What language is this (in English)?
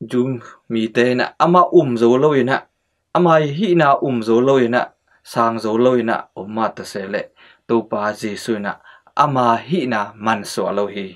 Tedim Chin